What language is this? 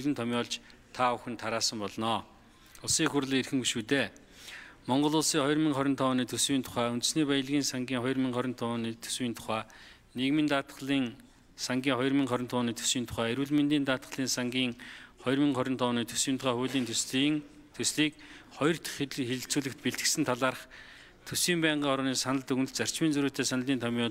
Mongolian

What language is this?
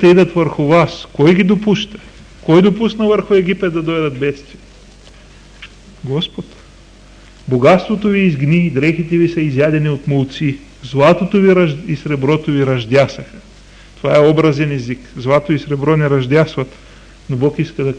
Bulgarian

